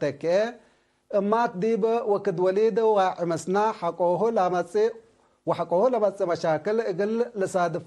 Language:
Tigre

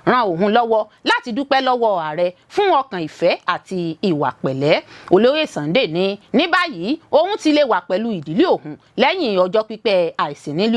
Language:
Yoruba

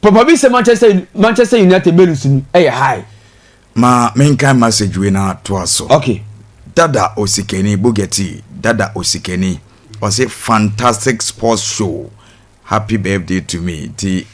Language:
Akan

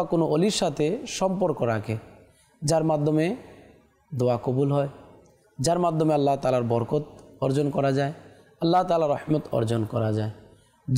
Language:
Bangla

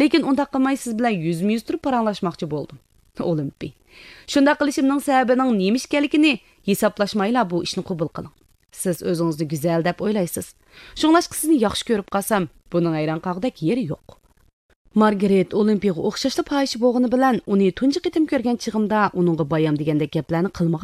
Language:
Uyghur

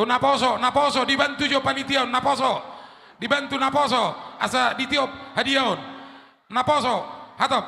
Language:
Batak Toba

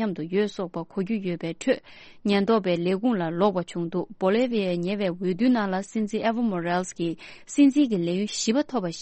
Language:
Tibetan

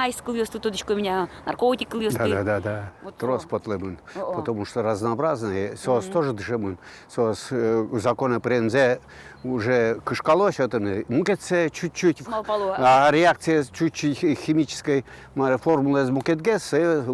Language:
Udmurt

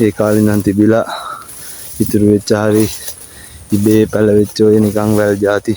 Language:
Sinhala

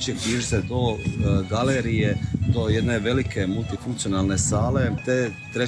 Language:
Croatian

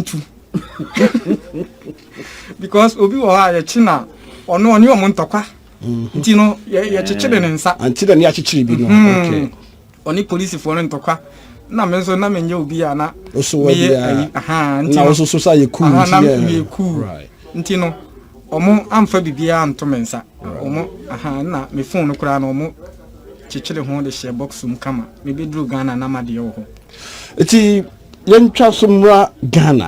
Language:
Akan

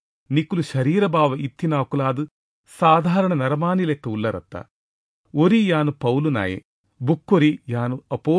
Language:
Tulu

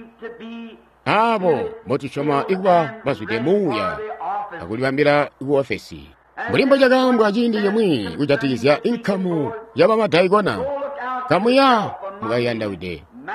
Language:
Tonga (Zambia)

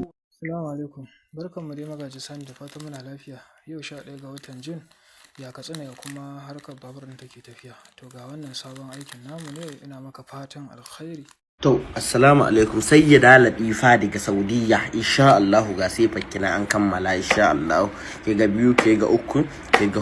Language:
Hausa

